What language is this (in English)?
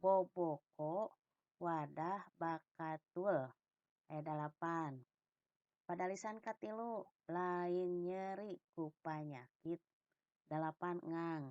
Sundanese